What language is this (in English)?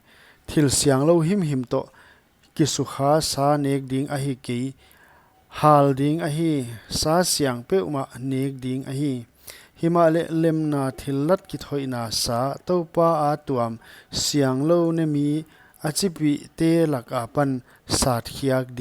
Paite Chin